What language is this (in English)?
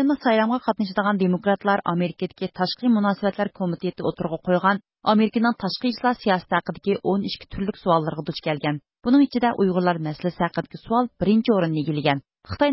Uyghur